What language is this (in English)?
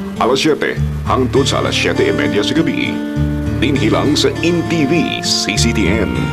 Cebuano